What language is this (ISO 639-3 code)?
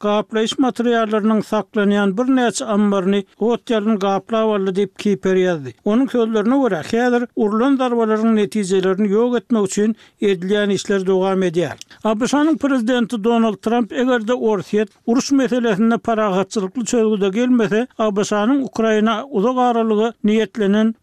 tuk